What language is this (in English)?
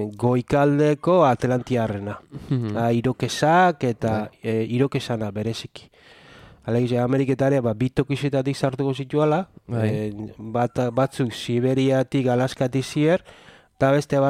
Basque